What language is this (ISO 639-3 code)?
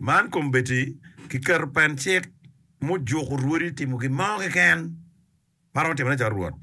ach